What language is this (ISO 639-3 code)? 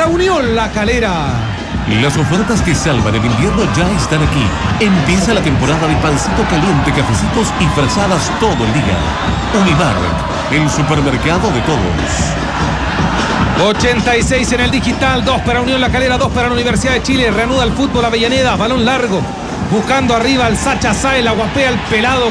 spa